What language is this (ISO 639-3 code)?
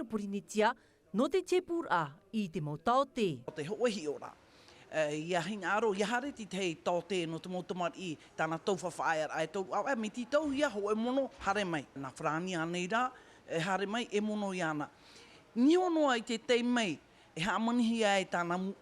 tah